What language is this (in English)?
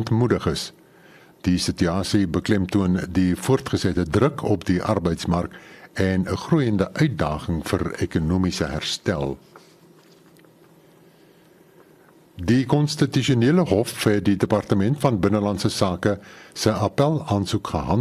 Afrikaans